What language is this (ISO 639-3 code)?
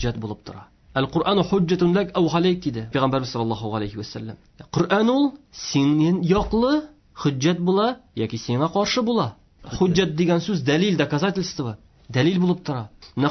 tat